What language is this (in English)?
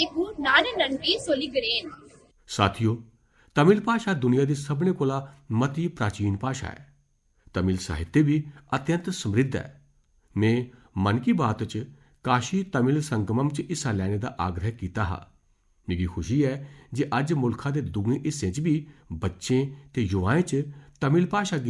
Dogri